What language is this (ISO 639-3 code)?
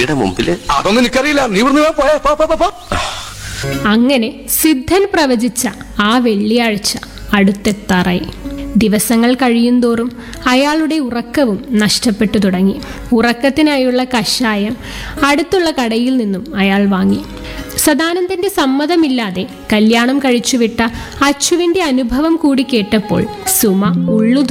mal